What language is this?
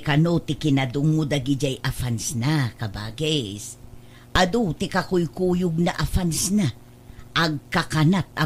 Iloko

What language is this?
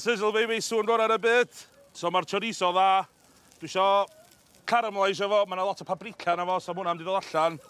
Welsh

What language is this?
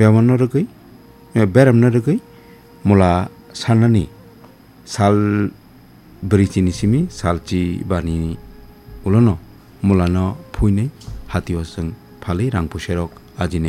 Kok Borok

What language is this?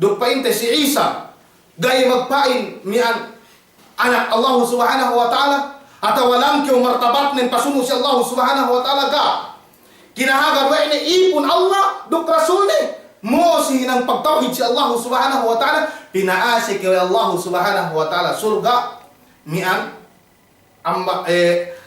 Yakan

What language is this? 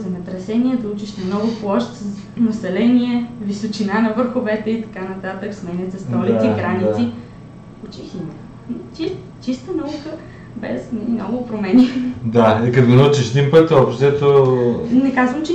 Bulgarian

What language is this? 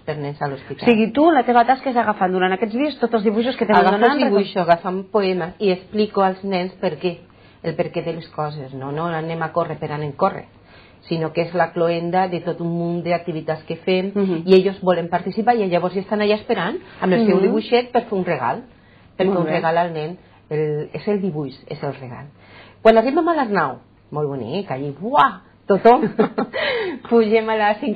Catalan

